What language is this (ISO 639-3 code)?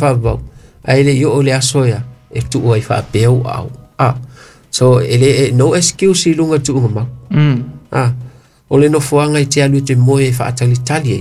smo